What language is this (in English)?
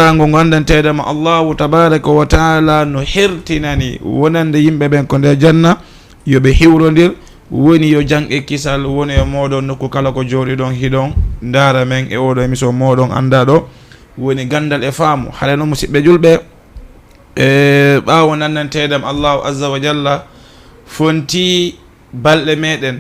Fula